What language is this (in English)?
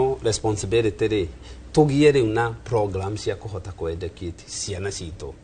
Kikuyu